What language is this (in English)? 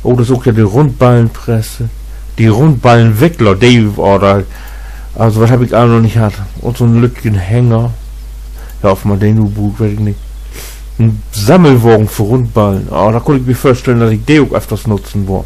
Low German